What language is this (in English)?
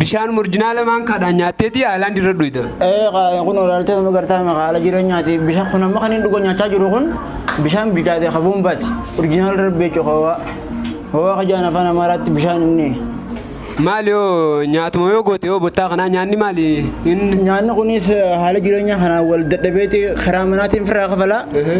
Oromo